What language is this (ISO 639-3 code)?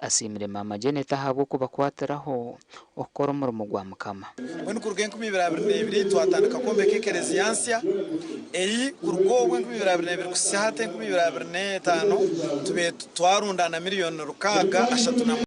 nyn